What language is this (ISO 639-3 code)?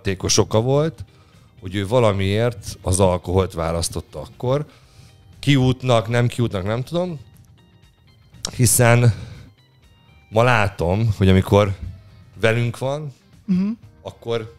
hun